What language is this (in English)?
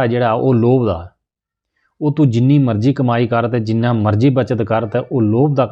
Dogri